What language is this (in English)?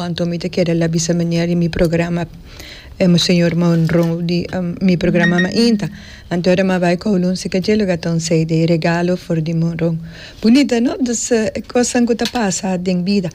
Papiamento